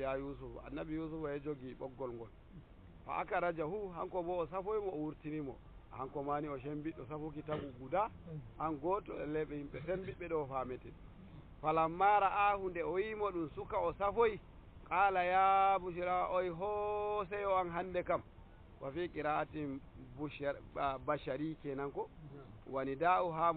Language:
Nigerian Fulfulde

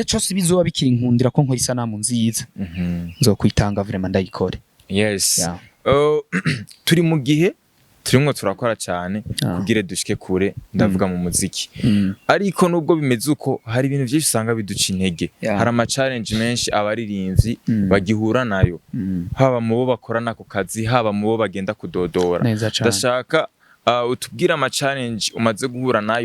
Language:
Rundi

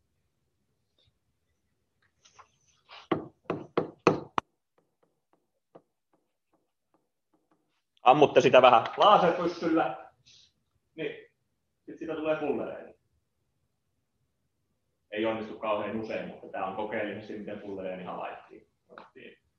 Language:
Finnish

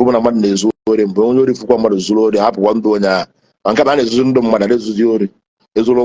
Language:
Igbo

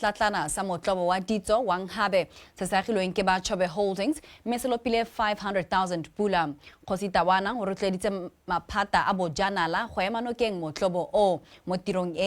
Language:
Tswana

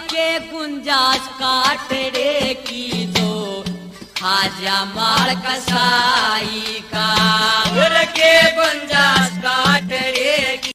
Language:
Haryanvi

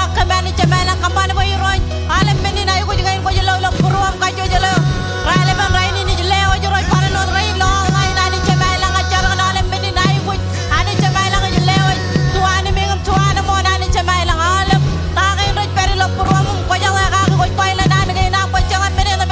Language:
Marshallese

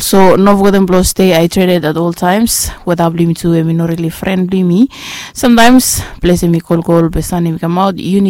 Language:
Bislama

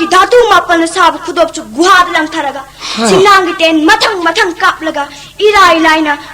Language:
Manipuri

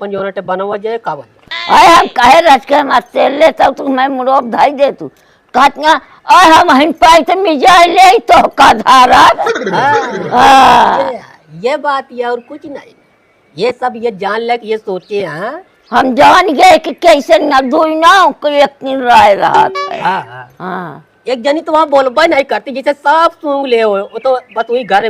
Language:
Awadhi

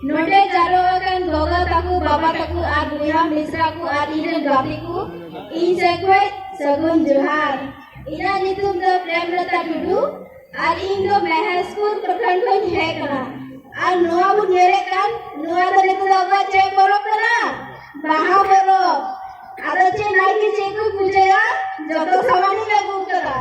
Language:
Santali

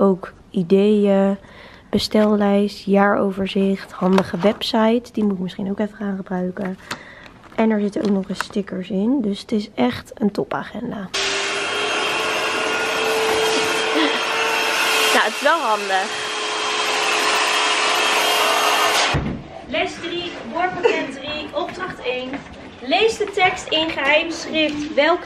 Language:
Dutch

